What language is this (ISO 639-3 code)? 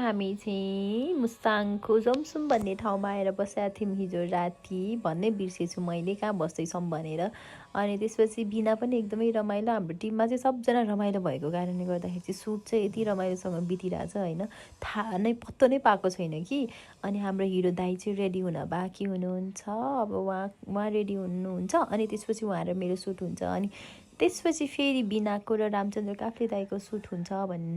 nep